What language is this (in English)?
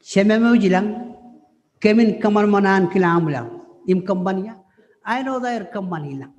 Marshallese